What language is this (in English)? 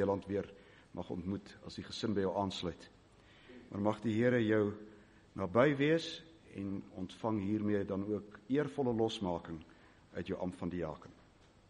Afrikaans